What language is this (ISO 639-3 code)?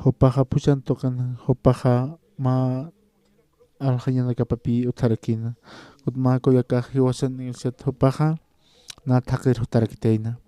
aym